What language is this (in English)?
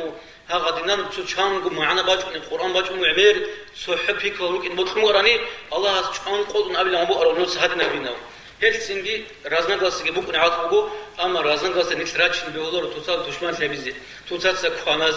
Avaric